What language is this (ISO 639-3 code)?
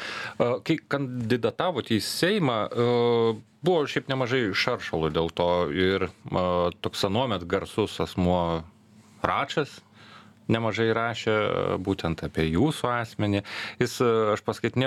lit